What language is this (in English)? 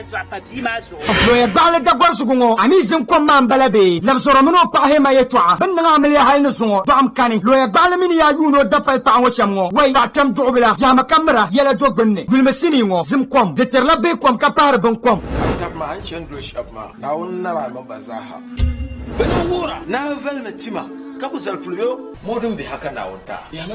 Dagbani